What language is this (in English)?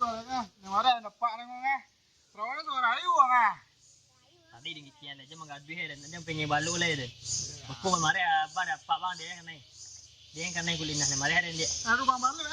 Minangkabau